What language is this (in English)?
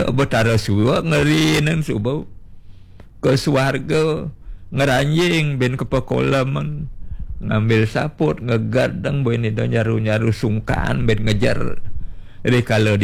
Balinese